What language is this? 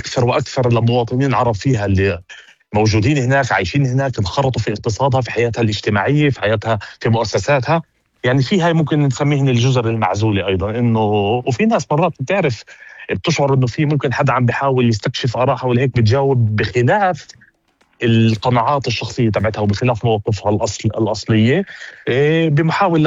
North Levantine Arabic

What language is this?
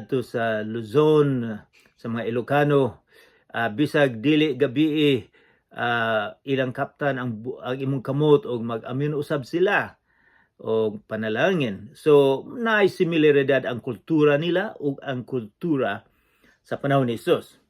Cebuano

